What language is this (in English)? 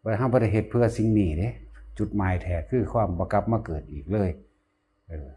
Lao